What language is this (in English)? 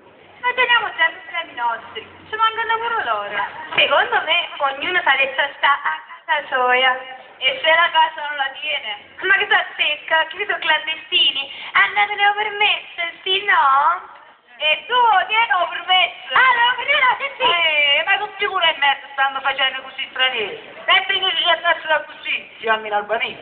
Neapolitan